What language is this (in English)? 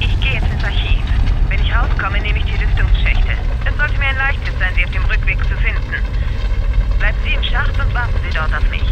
Bavarian